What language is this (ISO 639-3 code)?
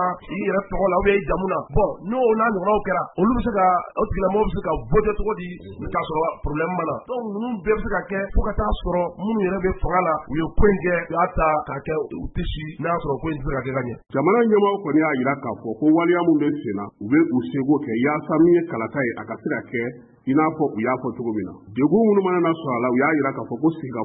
bam